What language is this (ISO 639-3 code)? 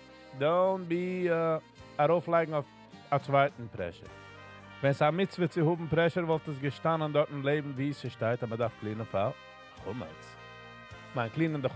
yid